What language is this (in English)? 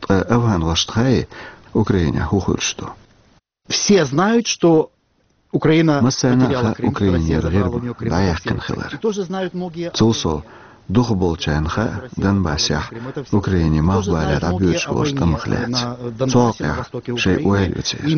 Chechen